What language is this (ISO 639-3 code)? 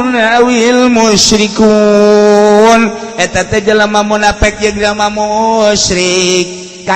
sun